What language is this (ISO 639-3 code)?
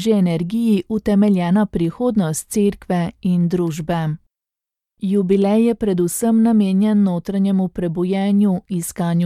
slv